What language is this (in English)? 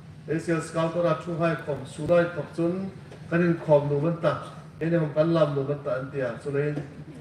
Hmar